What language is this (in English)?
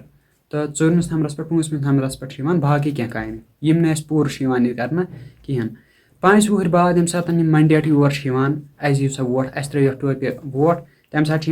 Kashmiri